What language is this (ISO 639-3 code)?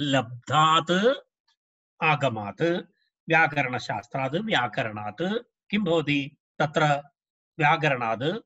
san